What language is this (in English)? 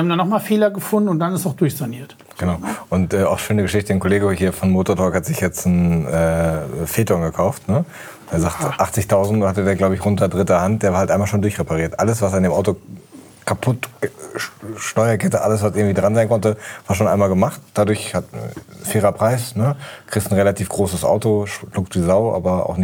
German